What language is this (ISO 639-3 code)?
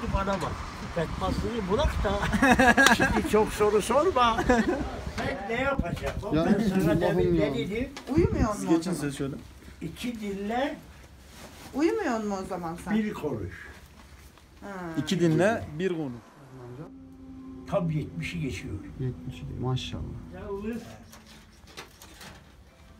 tur